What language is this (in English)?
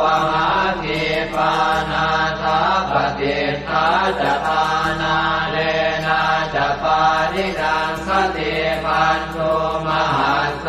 Pali